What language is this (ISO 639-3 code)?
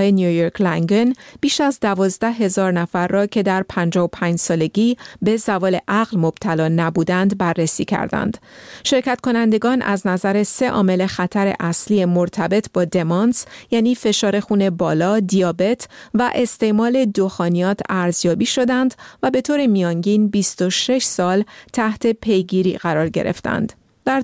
fas